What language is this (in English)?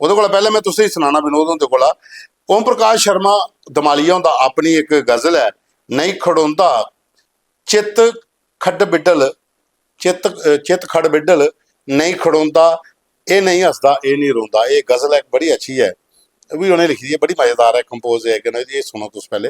Dogri